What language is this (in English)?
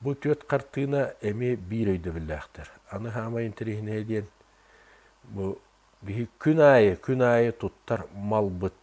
Yakut